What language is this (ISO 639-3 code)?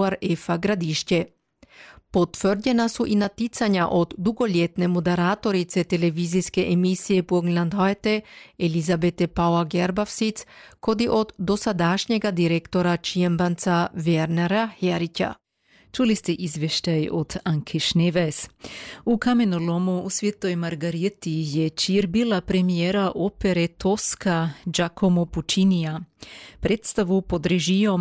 hrv